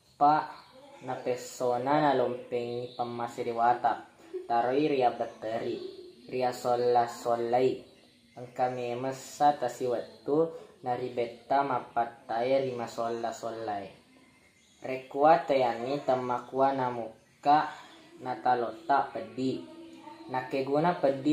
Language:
Buginese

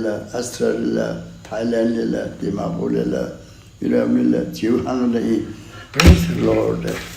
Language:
Tangkhul Naga (India)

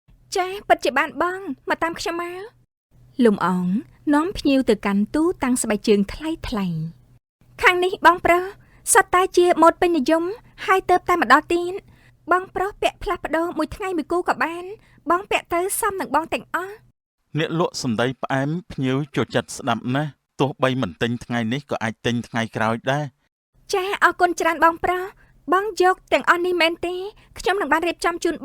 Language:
Khmer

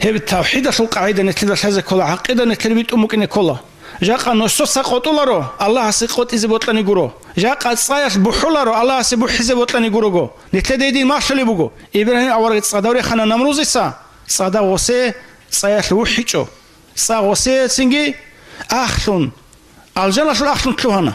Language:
Avaric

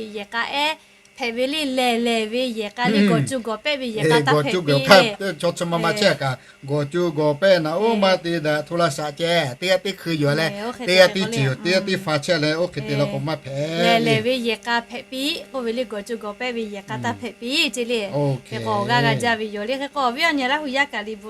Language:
Lahu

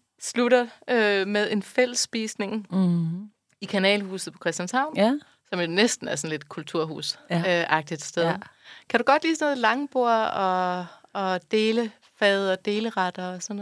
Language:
Danish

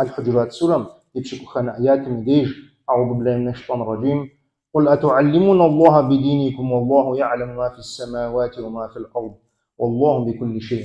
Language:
Kabardian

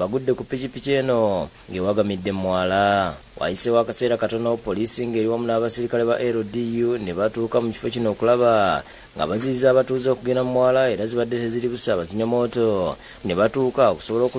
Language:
Ganda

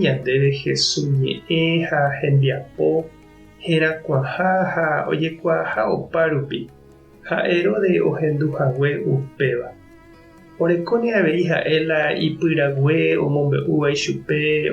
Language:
Guarani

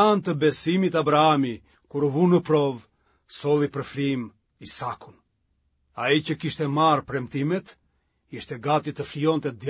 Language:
Albanian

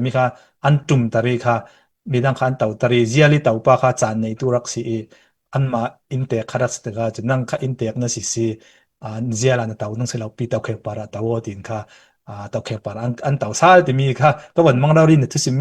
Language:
Falam Chin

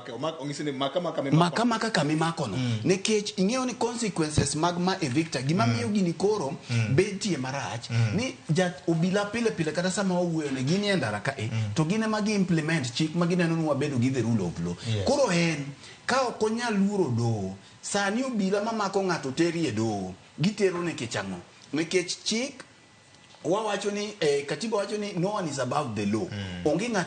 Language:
Luo (Kenya and Tanzania)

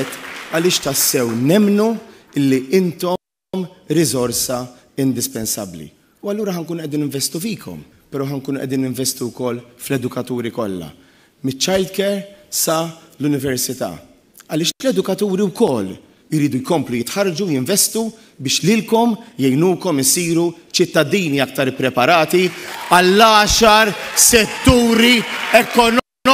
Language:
Maltese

